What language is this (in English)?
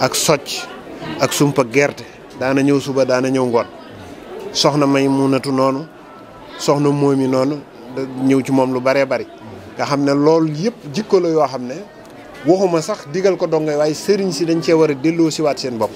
Wolof